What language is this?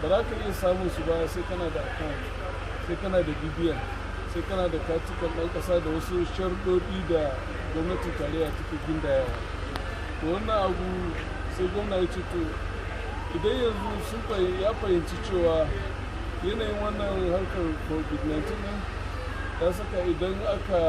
Hausa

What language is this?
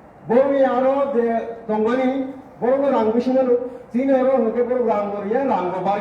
Kok Borok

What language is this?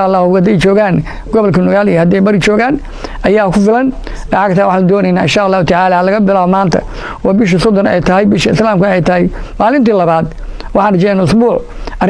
Somali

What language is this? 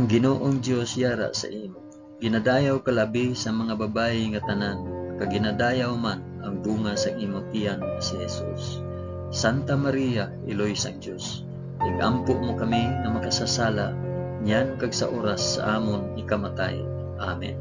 Hiligaynon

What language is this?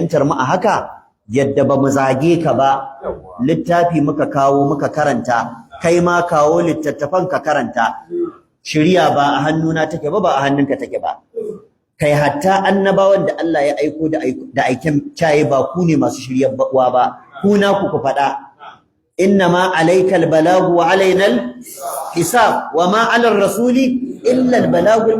Hausa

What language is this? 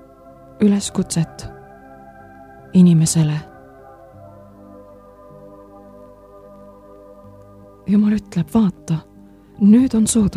Estonian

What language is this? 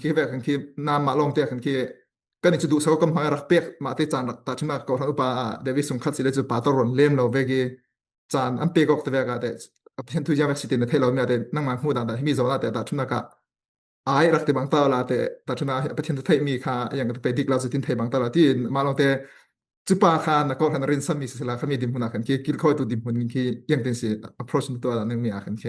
Falam Chin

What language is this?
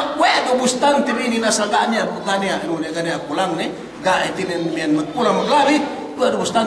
Yakan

